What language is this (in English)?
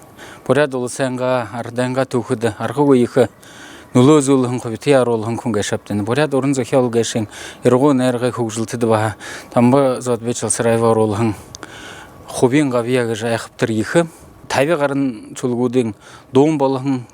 Buriat